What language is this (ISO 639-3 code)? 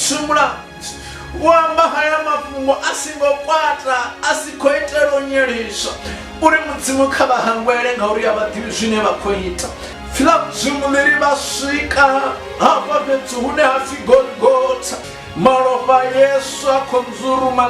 ven